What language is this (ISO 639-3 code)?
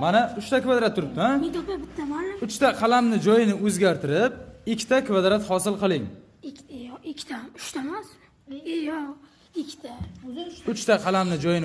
uzb